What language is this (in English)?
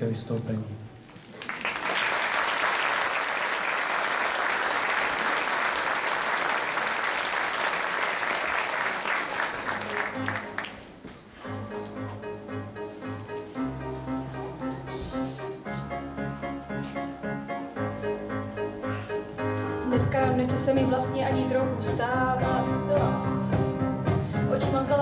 Czech